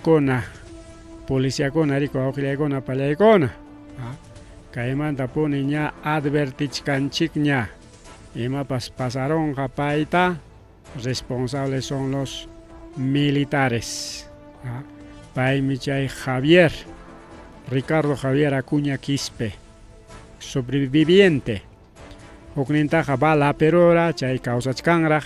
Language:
Ayacucho Quechua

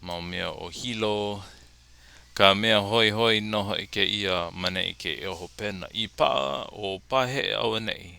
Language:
Hawaiian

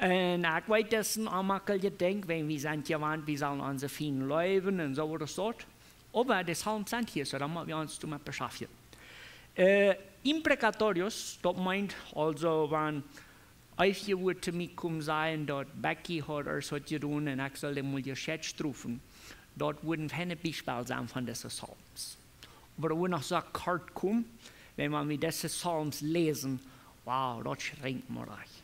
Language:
Plautdietsch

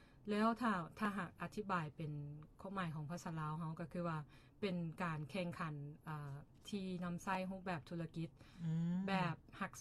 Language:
Lao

